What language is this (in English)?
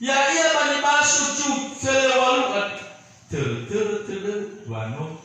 Nias